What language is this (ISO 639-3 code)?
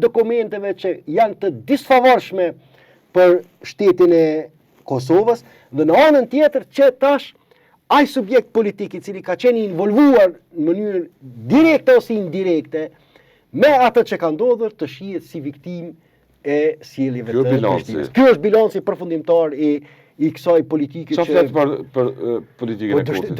sqi